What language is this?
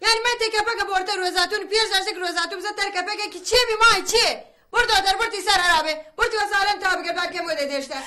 Baluchi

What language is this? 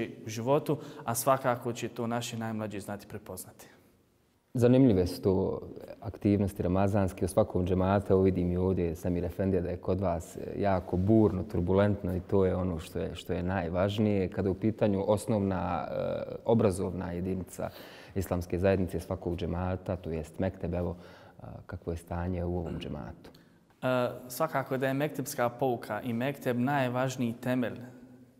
Bosnian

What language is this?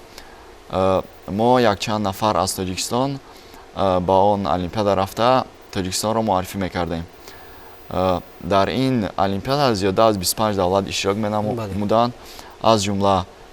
Tajik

